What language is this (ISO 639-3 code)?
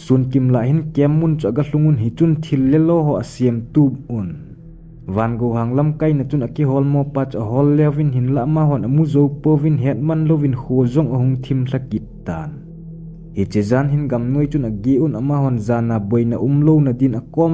tcz